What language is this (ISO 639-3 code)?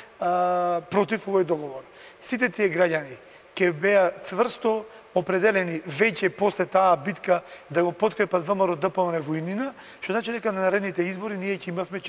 mkd